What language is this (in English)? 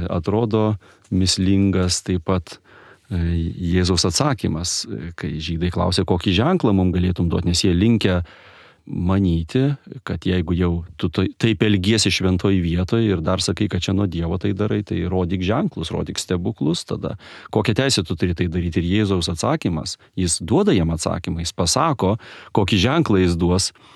Lithuanian